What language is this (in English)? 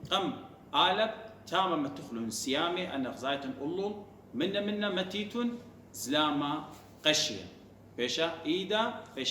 Assyrian Neo-Aramaic